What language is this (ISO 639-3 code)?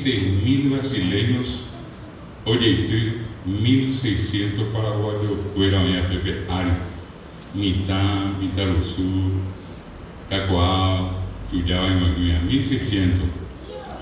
grn